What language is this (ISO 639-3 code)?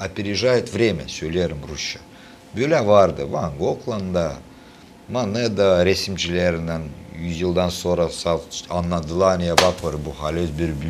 gag